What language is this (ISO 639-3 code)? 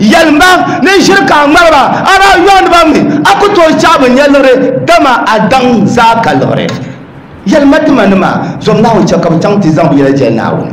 dag